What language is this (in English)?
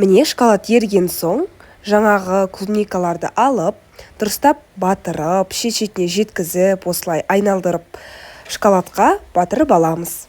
Kazakh